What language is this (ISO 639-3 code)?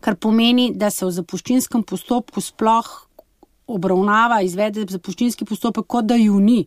slv